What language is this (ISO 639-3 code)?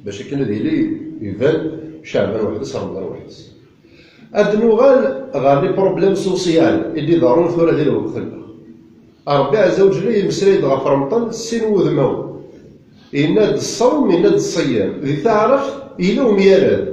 kab